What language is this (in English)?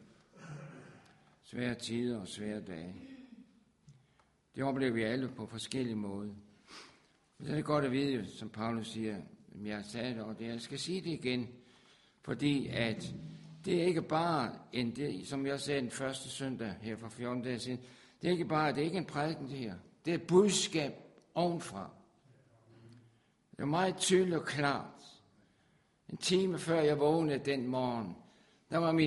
Danish